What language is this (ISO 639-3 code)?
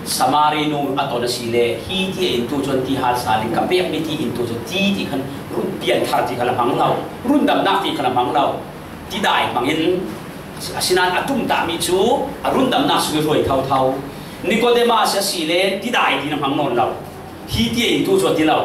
cfm